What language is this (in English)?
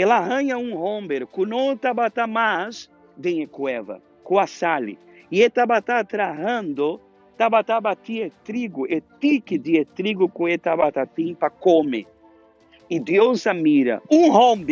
Papiamento